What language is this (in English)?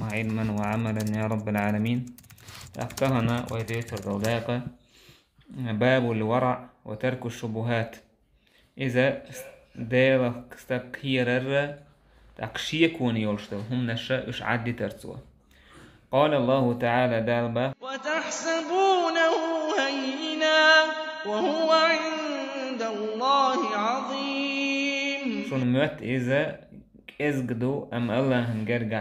Chechen